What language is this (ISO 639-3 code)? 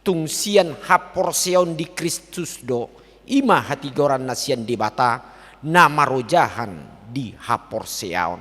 bbc